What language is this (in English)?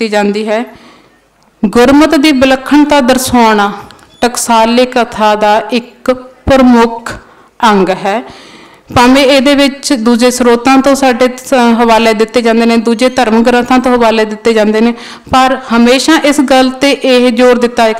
Punjabi